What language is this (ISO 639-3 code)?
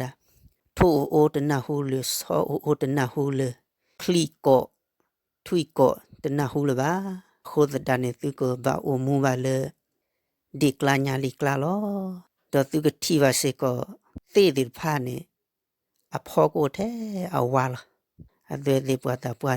ksw